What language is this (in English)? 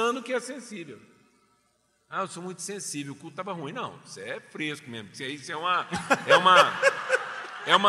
Portuguese